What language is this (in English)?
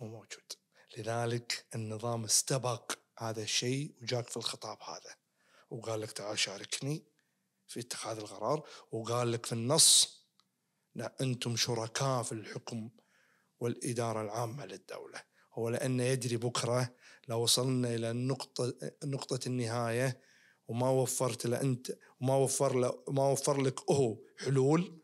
Najdi Arabic